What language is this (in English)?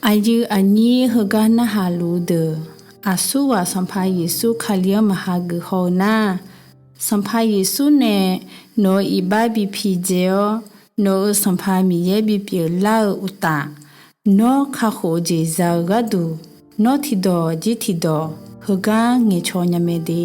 Akha